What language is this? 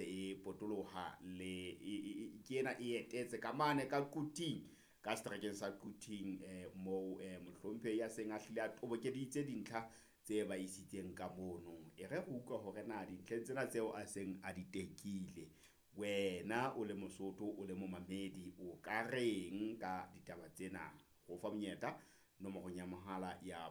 Southern Sotho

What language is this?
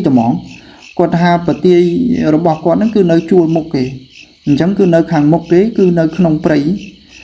Khmer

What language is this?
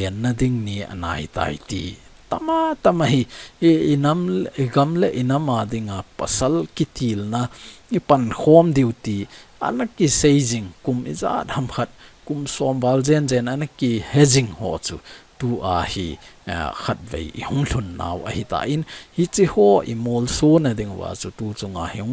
Thado Chin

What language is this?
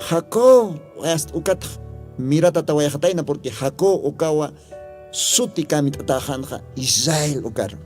Aymara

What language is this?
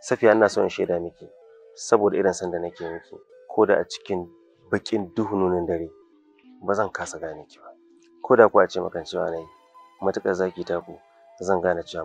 Hausa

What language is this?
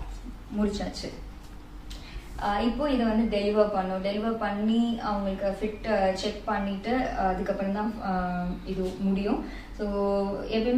Tamil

